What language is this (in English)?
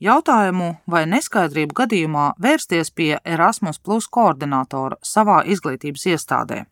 Latvian